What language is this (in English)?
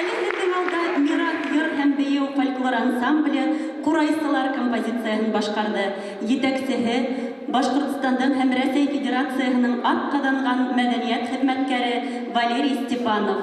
Bashkir